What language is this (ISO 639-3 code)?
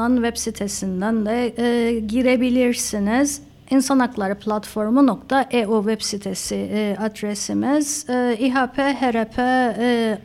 tur